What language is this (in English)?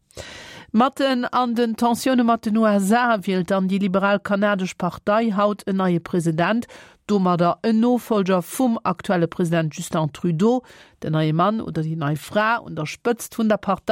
Luxembourgish